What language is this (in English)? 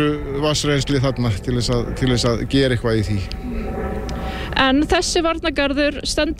Icelandic